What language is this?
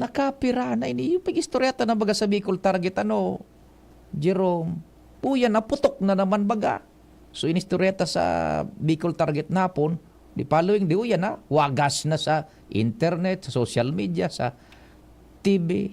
Bikol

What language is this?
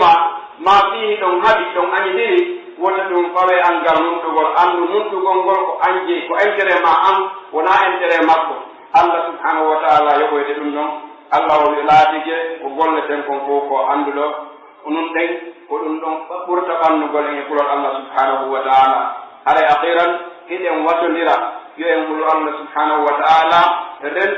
Pular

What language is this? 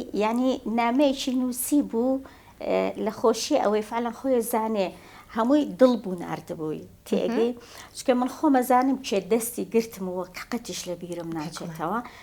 Central Kurdish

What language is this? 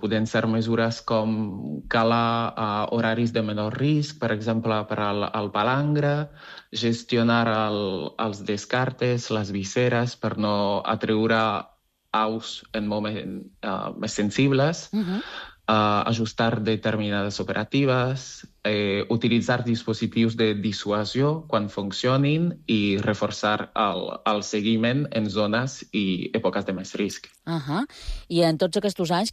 Catalan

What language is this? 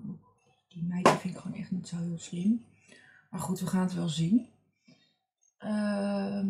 Dutch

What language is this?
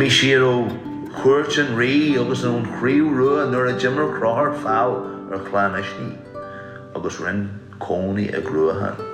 Irish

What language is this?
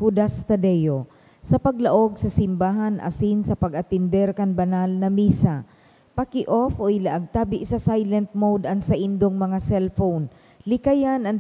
Bikol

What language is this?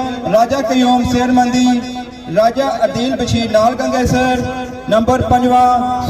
Pahari-Potwari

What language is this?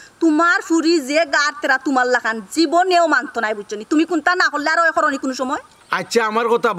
Sylheti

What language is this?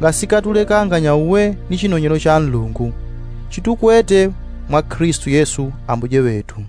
Yao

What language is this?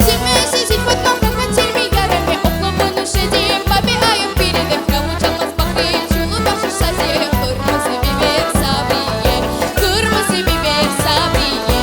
Crimean Tatar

